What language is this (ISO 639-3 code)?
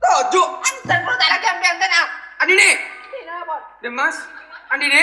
mad